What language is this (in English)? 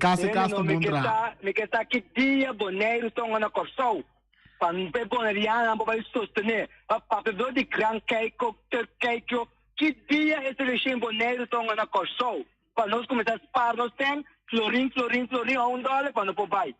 Papiamento